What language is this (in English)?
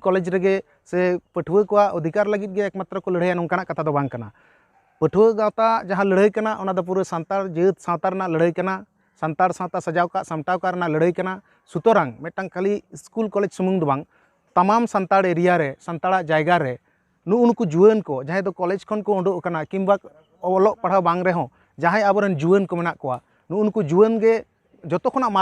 Santali